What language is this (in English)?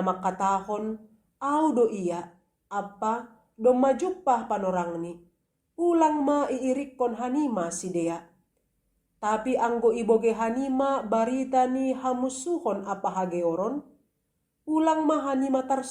Batak Simalungun